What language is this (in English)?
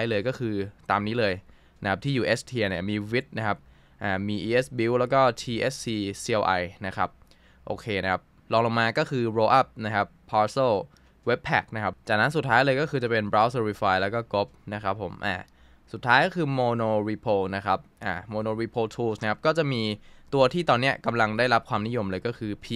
Thai